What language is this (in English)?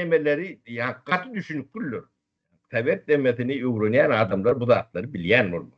Turkmen